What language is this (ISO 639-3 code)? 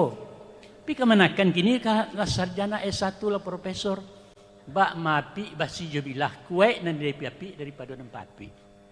min